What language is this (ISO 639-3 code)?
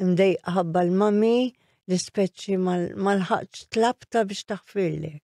mlt